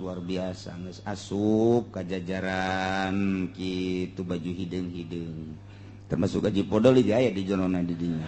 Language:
Sundanese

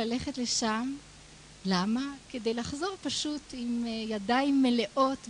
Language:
Hebrew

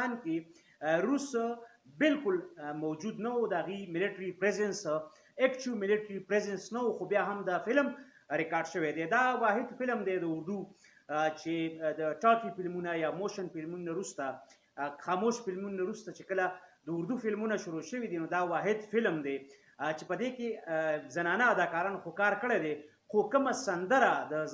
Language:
Pashto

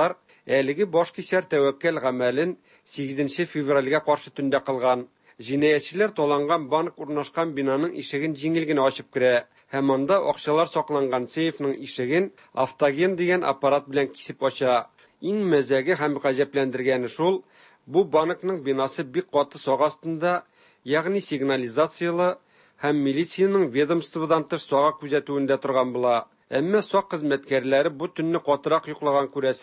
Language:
Tatar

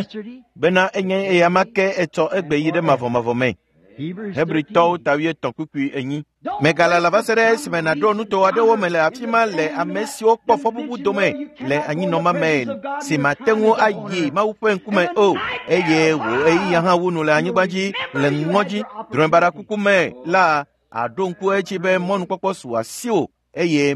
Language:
Ewe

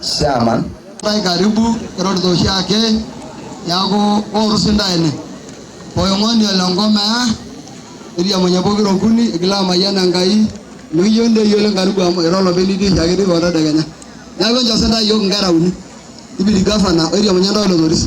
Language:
Masai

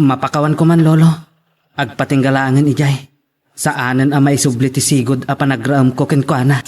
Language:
Iloko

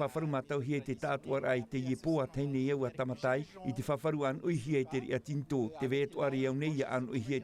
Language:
Tahitian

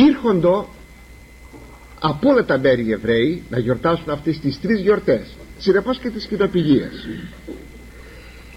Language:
Greek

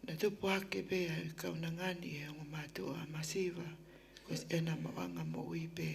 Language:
Tongan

